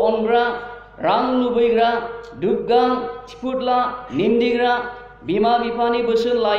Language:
Bodo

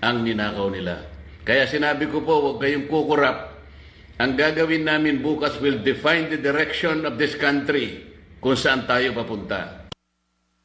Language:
Filipino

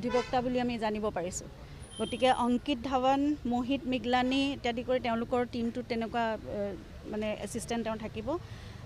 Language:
Assamese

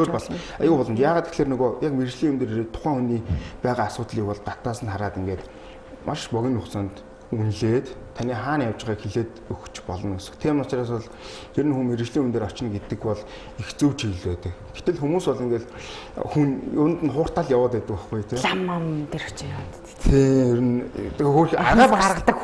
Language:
Mongolian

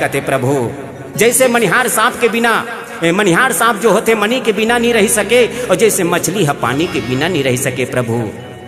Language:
Chhattisgarhi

